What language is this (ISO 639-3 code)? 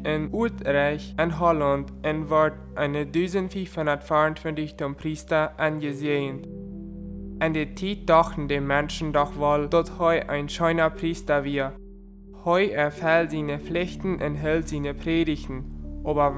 pdt